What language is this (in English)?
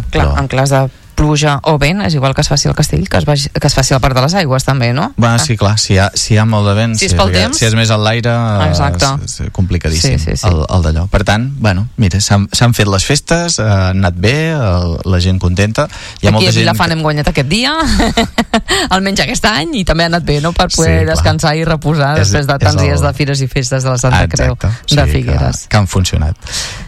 Catalan